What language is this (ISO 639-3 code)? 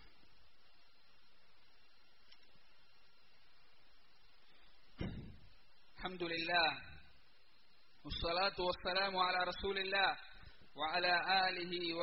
mal